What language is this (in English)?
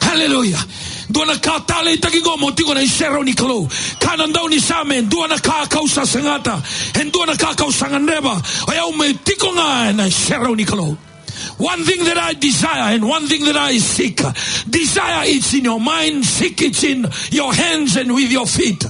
Fijian